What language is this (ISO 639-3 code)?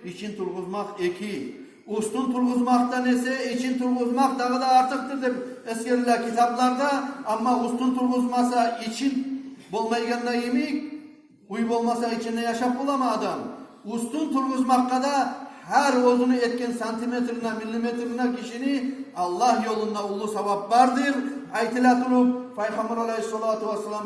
kum